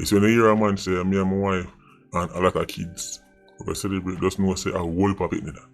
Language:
Jamaican Creole English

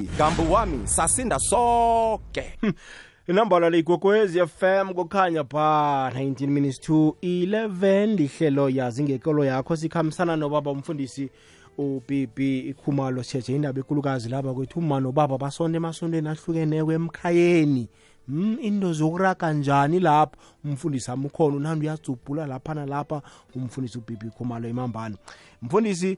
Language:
South Ndebele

